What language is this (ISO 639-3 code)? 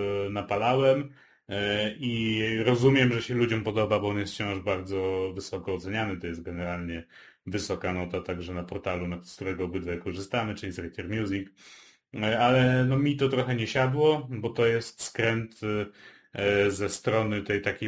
pol